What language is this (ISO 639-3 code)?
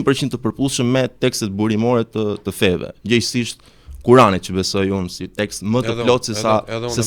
sqi